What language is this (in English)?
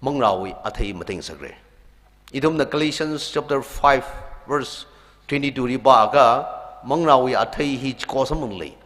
Tangkhul Naga (India)